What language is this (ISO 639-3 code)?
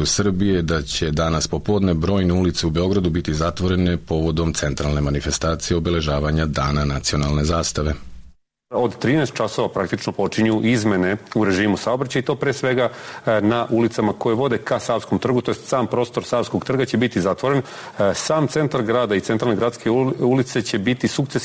srp